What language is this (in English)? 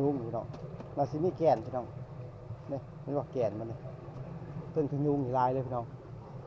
Northeastern Thai